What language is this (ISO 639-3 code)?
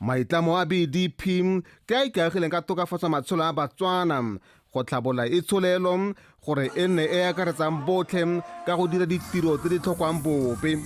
tsn